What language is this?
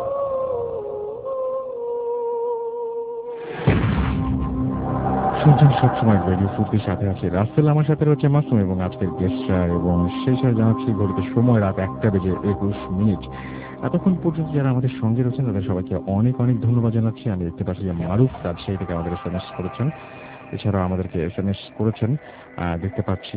Bangla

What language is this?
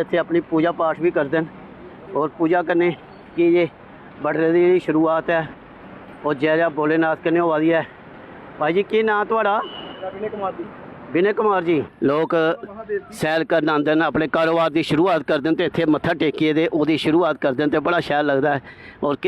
Dogri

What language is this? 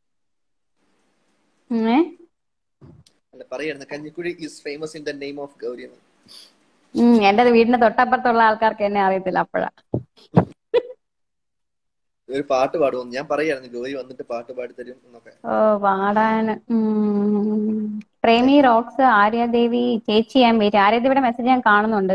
Malayalam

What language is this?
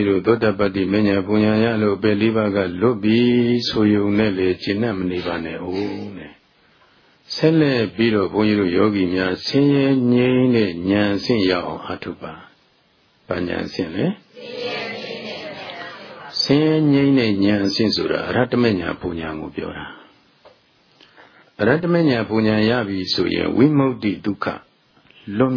Burmese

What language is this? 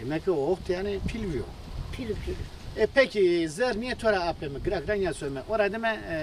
Zaza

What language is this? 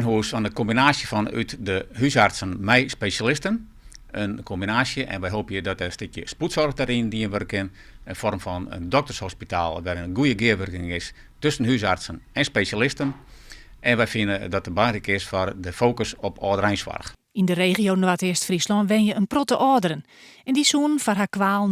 Western Frisian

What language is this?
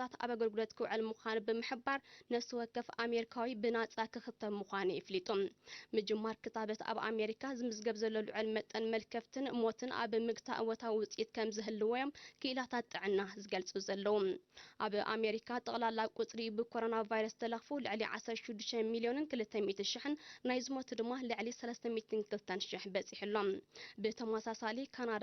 Tigrinya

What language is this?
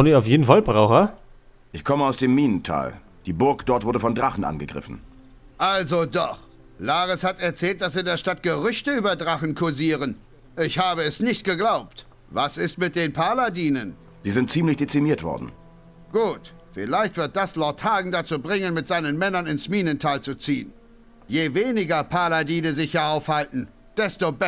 Bavarian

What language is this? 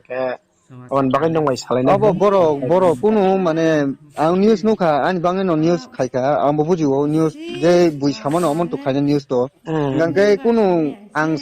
Riang (India)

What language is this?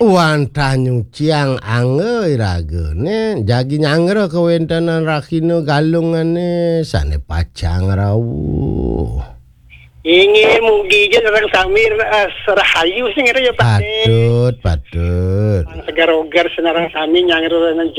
Balinese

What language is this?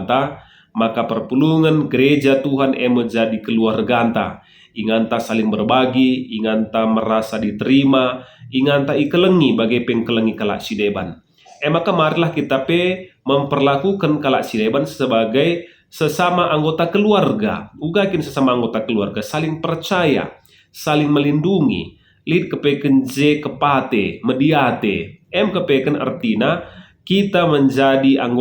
Batak Karo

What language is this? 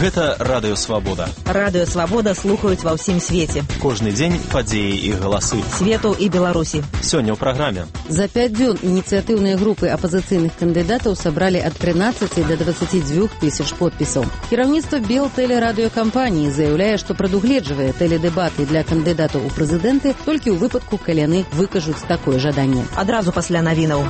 Belarusian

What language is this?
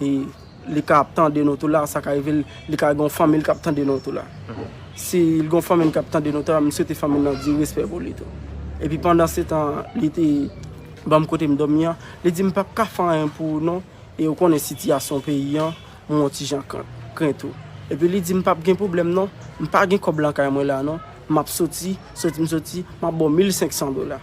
Haitian Creole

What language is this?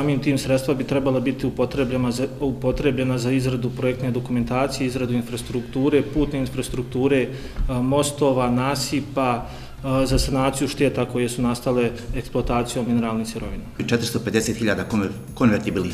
Bosnian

